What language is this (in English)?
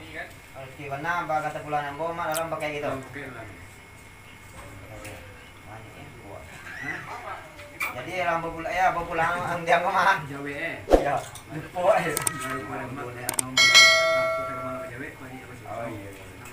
Minangkabau